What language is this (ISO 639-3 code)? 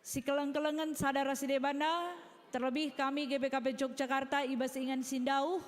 btx